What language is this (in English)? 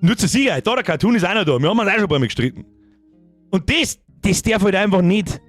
Bavarian